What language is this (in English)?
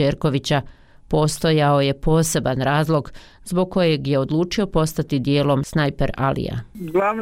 Bosnian